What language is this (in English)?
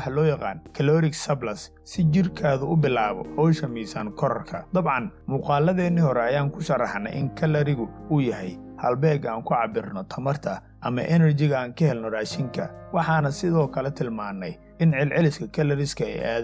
Somali